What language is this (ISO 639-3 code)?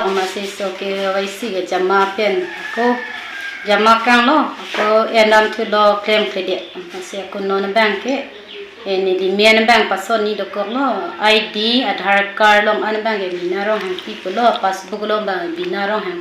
mjw